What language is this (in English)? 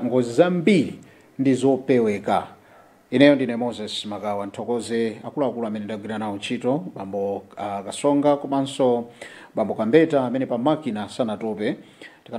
Nyanja